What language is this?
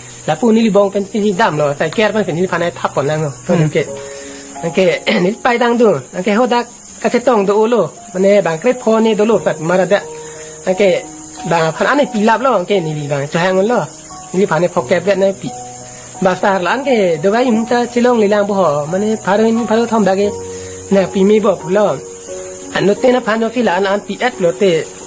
Karbi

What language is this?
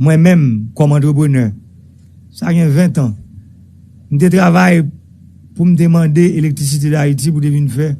Haitian Creole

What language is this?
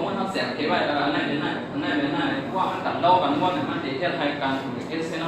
Shan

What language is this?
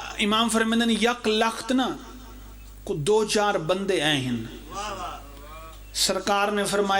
Pahari-Potwari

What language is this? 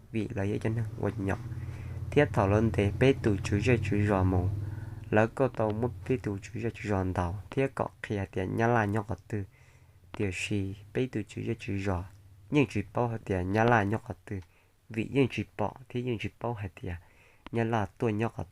Hmong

